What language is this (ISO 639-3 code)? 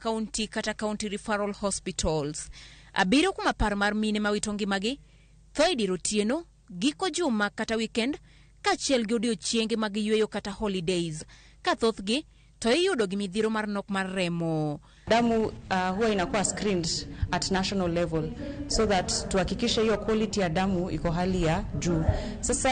luo